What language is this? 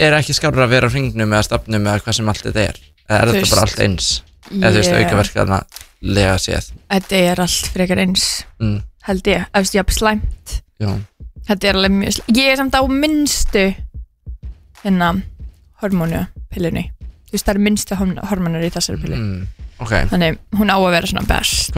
Icelandic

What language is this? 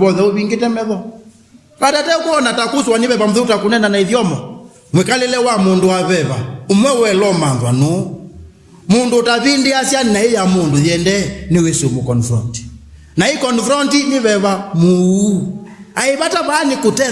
Kamba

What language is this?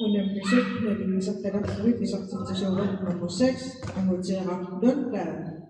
Kalaallisut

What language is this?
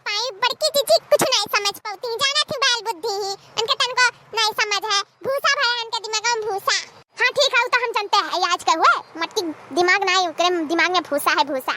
Awadhi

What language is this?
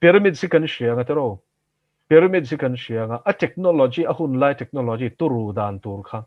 Mizo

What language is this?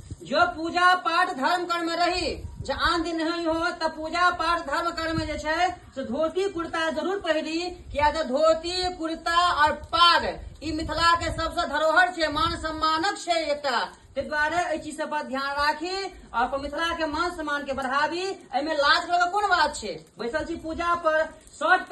Maithili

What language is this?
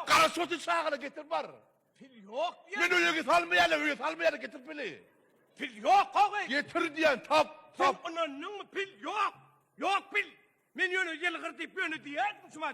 Turkmen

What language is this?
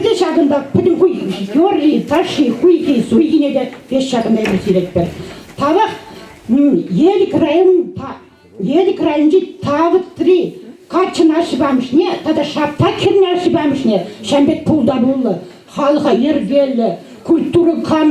Chuvash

